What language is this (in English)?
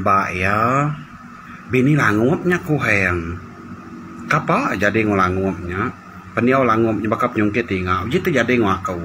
Iban